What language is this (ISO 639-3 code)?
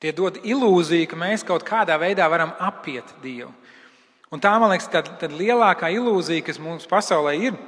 lav